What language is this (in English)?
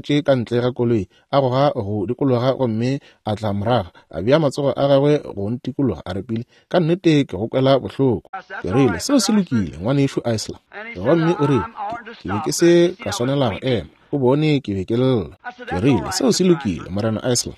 Northern Sotho